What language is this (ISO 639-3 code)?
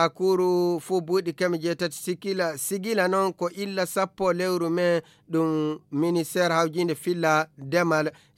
ful